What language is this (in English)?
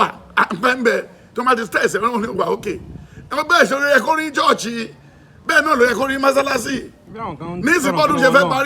Yoruba